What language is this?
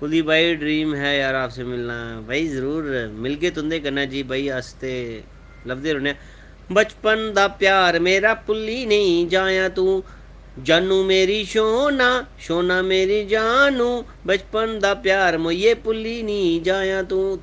Dogri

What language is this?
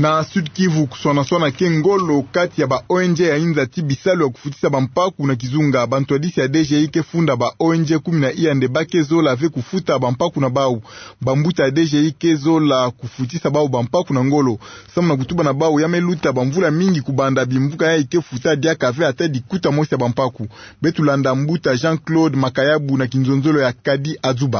Kituba (Democratic Republic of Congo)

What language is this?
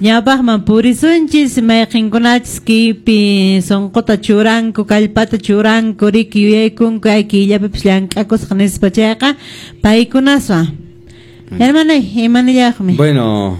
Quechua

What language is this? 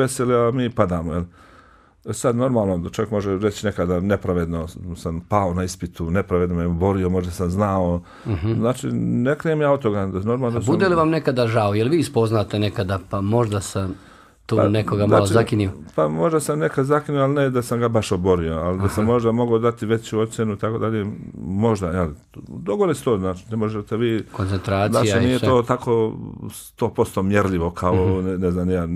Bosnian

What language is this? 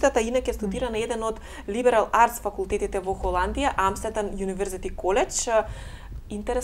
Macedonian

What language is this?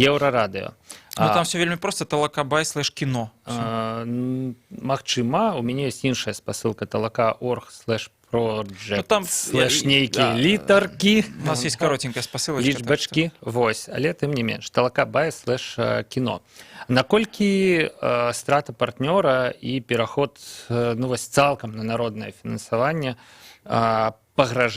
Belarusian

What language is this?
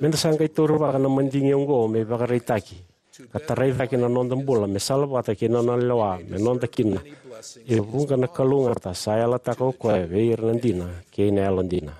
Fijian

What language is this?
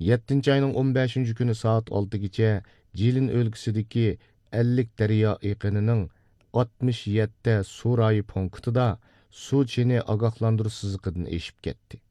Uyghur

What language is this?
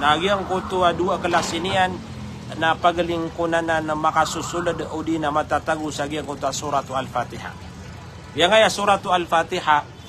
Maranao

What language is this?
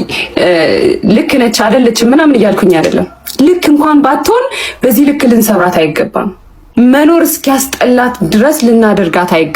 Amharic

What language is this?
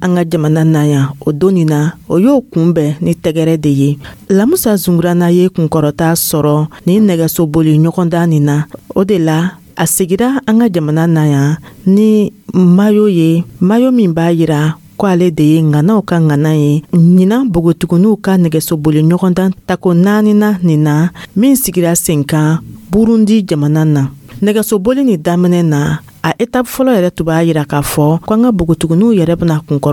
Dyula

